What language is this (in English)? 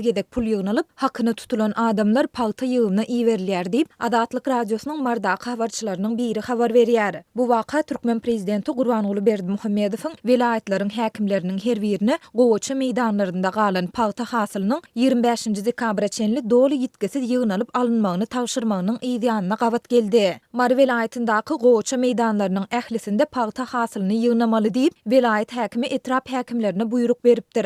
Turkmen